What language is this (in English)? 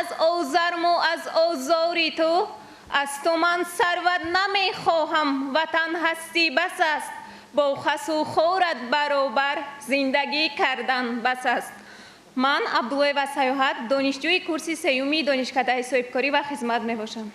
Tajik